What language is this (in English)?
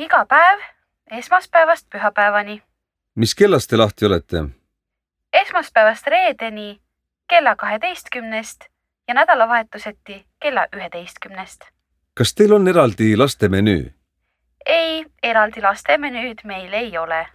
Estonian